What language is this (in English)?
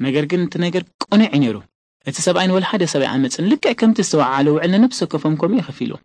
Tigrinya